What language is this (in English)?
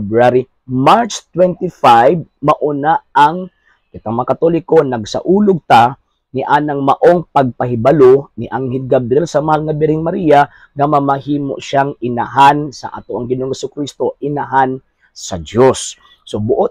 Cebuano